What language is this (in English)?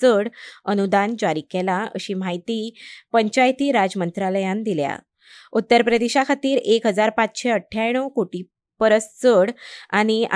Konkani